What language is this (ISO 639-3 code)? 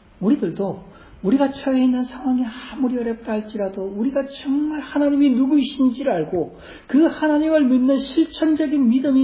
kor